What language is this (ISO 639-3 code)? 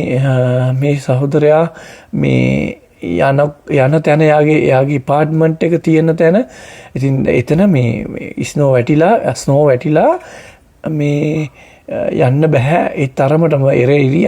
sin